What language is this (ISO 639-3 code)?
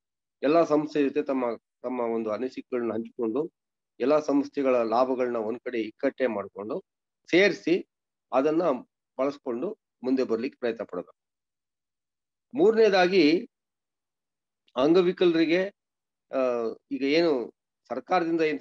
kan